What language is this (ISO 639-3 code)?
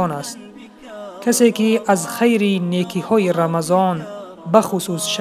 tgk